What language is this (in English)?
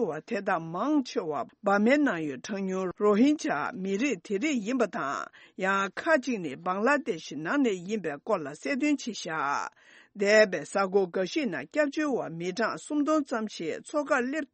Tibetan